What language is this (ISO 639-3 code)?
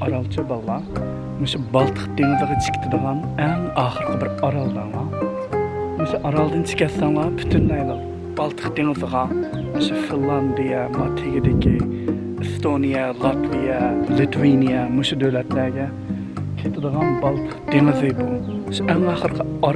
uig